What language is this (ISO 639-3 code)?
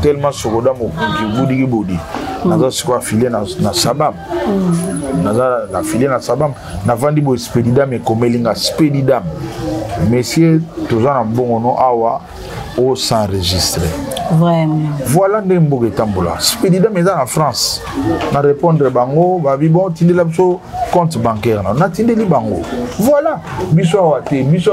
lin